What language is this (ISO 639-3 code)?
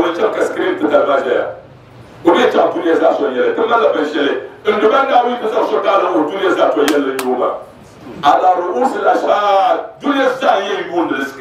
dag